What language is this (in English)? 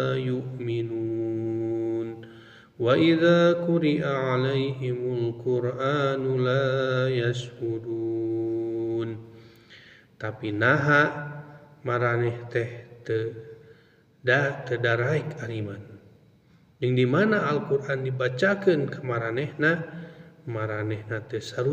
Sundanese